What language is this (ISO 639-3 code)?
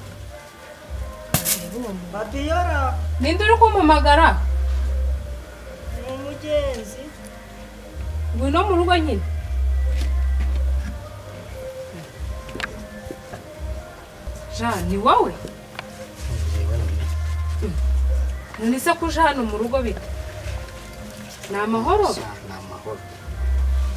kin